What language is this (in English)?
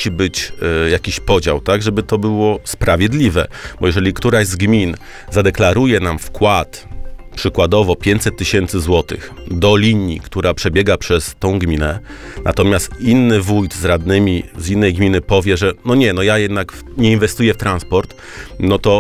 Polish